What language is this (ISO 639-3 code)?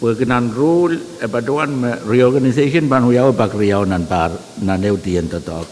pon